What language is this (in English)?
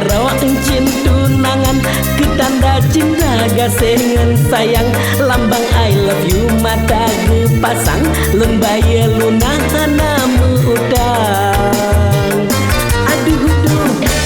Achinese